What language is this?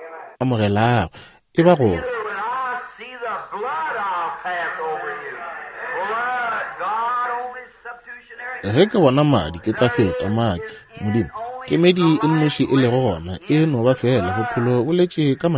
Northern Sotho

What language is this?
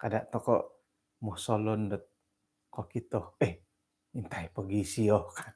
Central Dusun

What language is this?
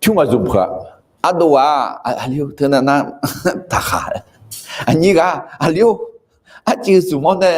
Akha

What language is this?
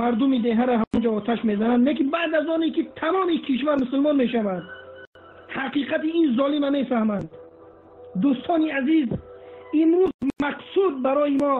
Tajik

